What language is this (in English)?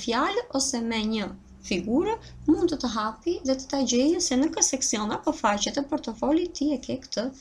Albanian